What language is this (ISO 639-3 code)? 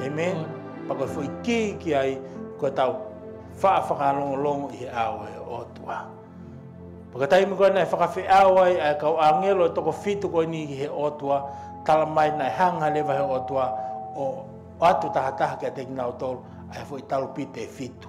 ton